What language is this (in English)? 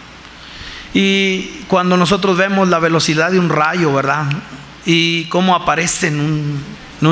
Spanish